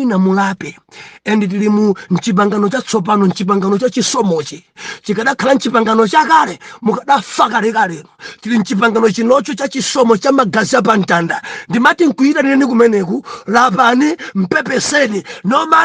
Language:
Nyanja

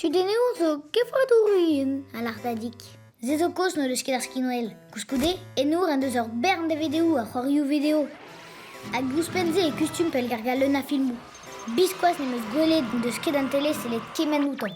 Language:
Breton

